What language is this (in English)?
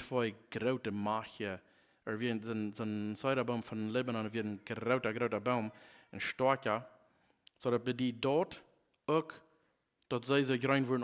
Plautdietsch